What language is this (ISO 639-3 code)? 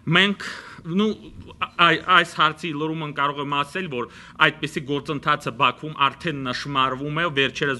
hye